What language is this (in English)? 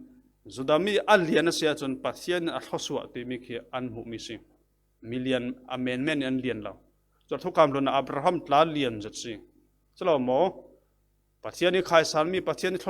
Falam Chin